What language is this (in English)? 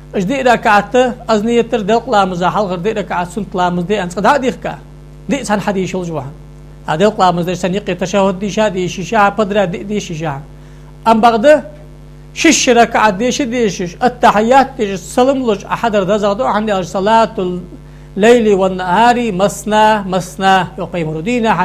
Ingush